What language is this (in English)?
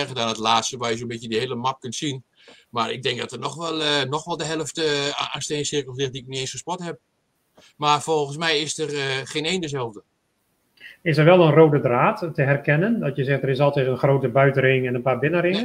Dutch